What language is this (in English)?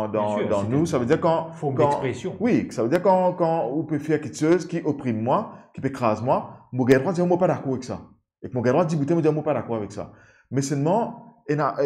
Morisyen